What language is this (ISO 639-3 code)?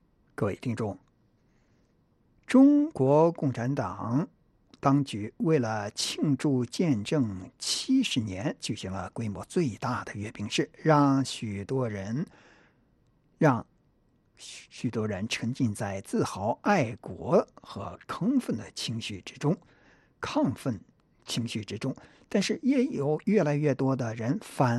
zho